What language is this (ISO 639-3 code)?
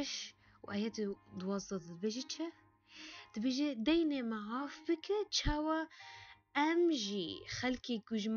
kur